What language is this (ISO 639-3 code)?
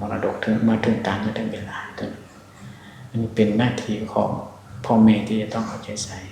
lao